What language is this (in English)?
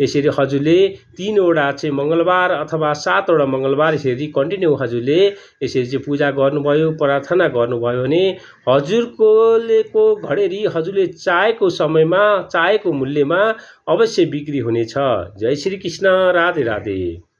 Nepali